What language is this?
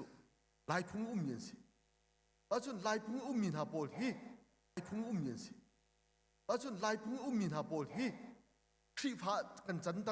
Hakha Chin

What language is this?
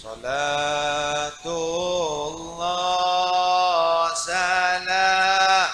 Madurese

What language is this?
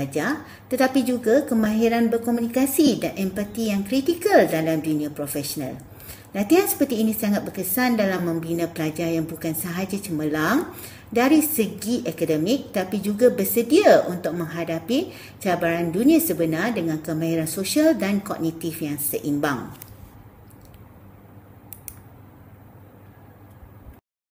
Malay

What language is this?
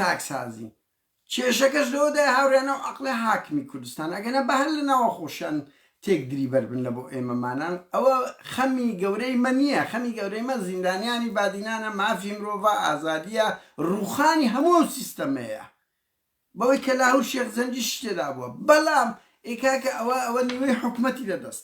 Central Kurdish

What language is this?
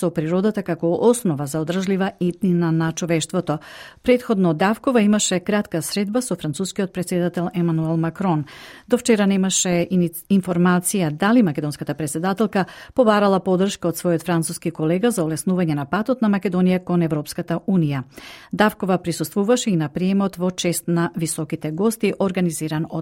Macedonian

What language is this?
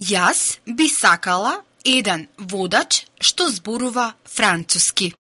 Macedonian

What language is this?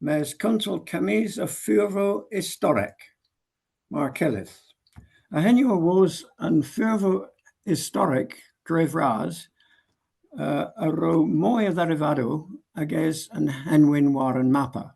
Cornish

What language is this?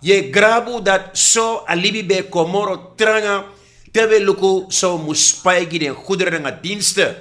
Sranan Tongo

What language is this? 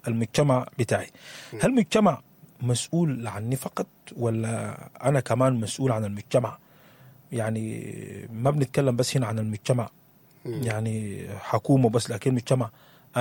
Sudanese Arabic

